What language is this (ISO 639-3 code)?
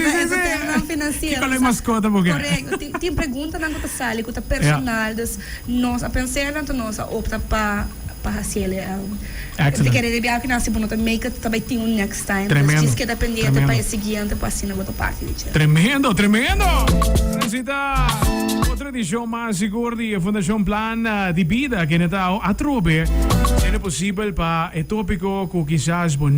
pap